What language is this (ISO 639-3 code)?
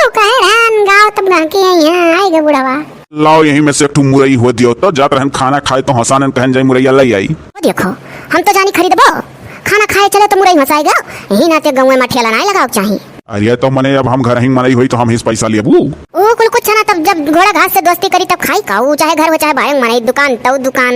awa